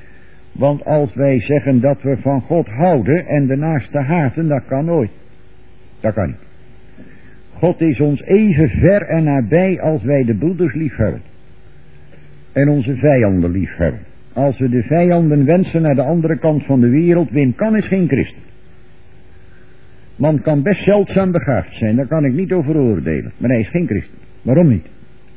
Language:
Dutch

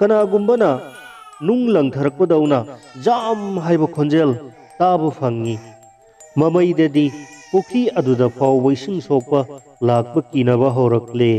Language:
Manipuri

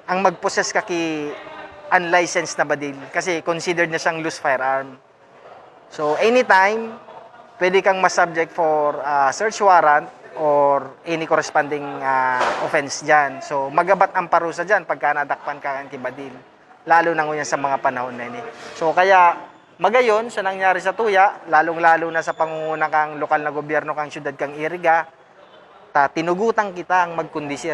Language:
Bikol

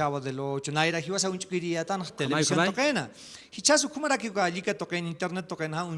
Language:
Aymara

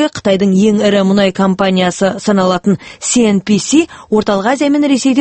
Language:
Kazakh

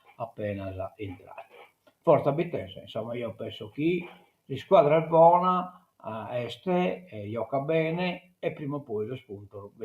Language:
Sardinian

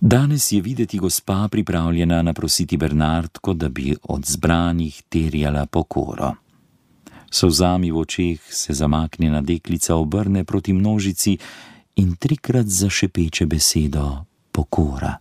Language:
Slovenian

